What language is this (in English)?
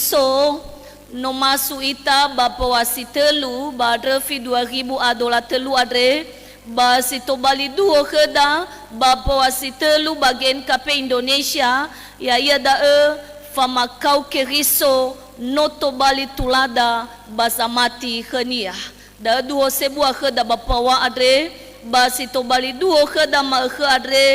Nias